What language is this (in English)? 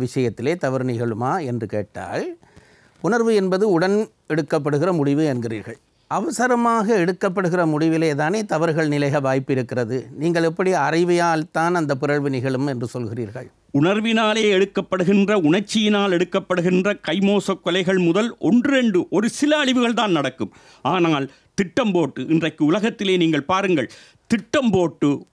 Tamil